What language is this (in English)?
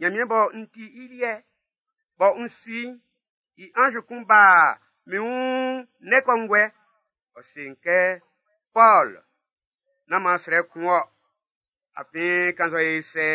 Baoulé